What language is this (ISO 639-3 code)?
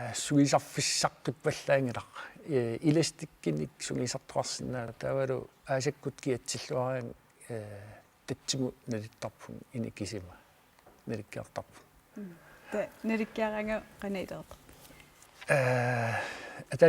kal